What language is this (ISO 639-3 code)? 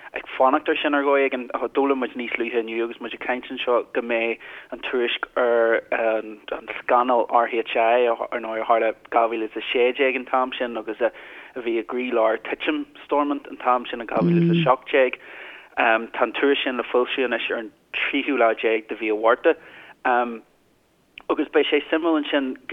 gle